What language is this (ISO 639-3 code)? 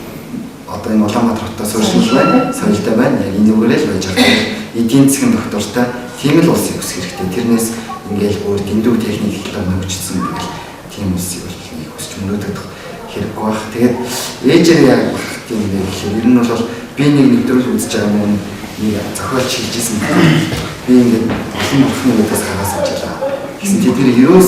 mon